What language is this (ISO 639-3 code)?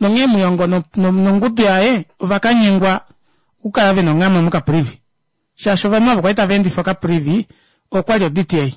kua